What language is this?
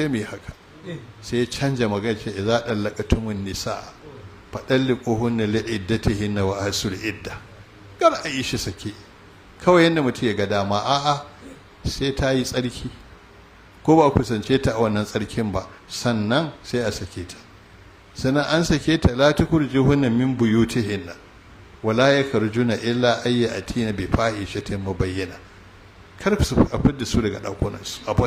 Hausa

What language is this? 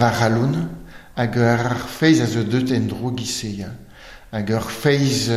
Breton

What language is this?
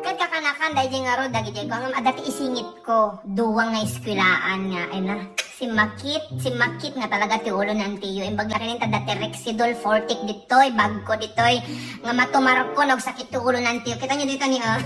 Iloko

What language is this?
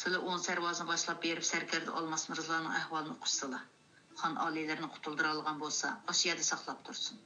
Uyghur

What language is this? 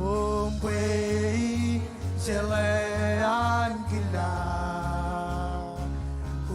Marshallese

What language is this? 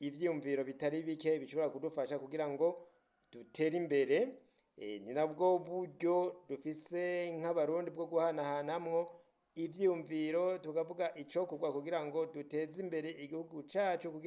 Rundi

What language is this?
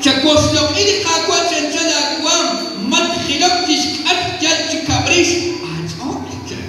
Kekchí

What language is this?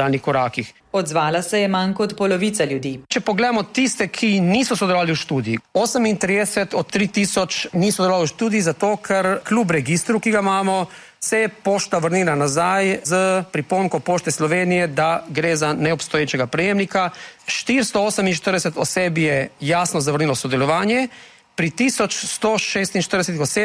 Slovenian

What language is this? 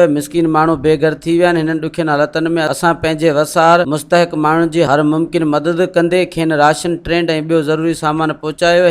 Sindhi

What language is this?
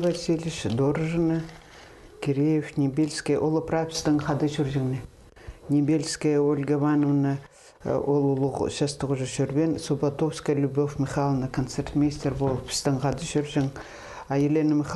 Khakas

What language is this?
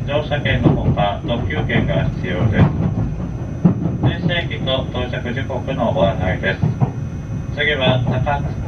Japanese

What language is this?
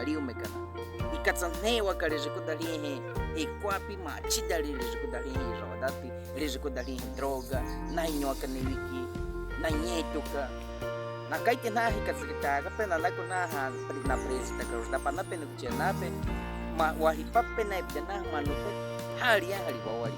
Baniwa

